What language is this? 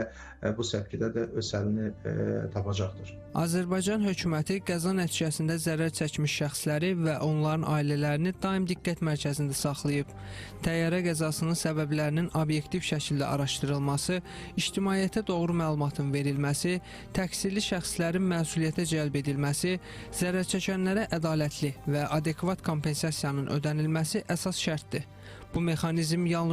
Azerbaijani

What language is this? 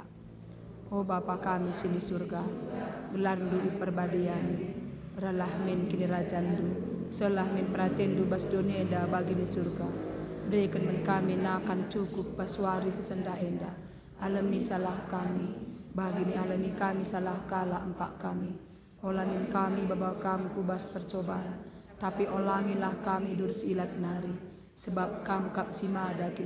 Batak Karo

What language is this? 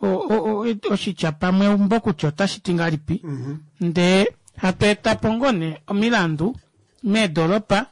Kuanyama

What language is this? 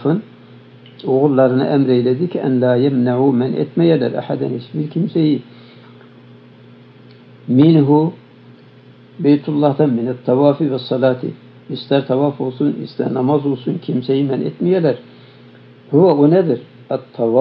Turkish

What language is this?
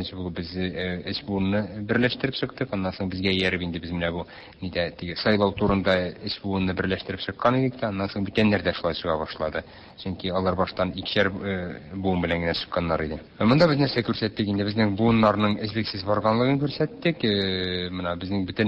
Tatar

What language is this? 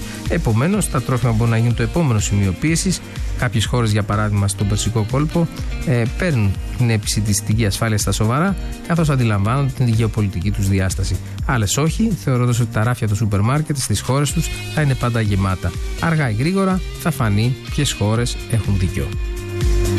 Greek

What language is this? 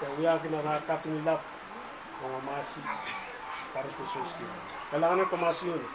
Pohnpeian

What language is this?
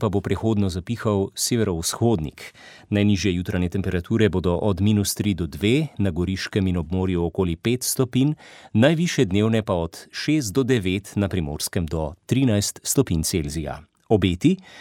Slovenian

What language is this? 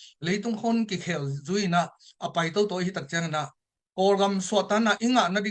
Tedim Chin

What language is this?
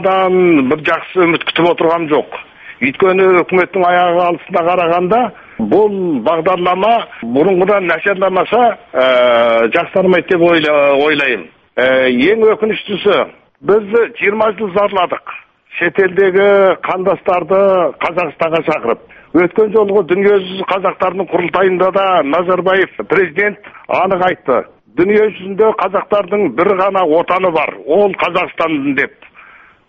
Kazakh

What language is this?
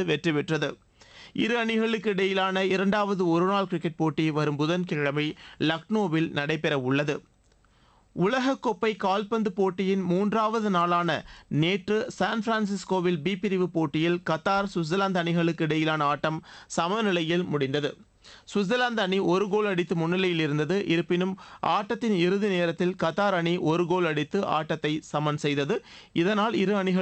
Tamil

